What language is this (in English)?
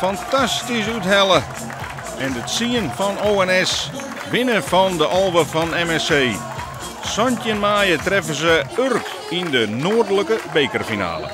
Western Frisian